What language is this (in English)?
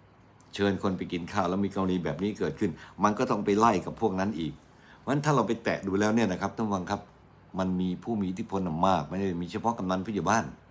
Thai